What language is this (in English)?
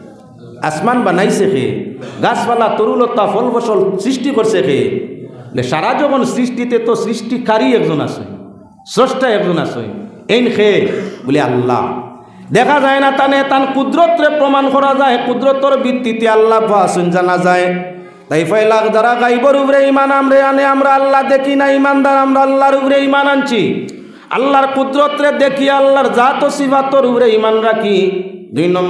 Sylheti